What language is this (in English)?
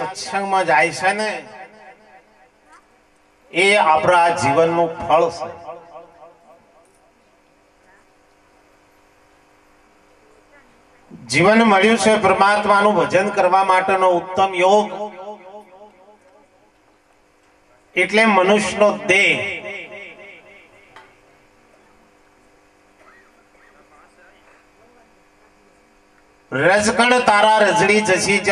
Gujarati